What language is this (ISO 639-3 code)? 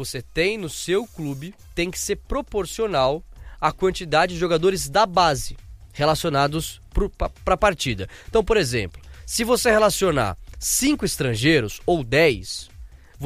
por